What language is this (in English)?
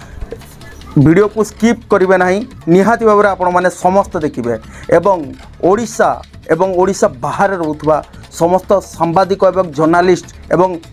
Odia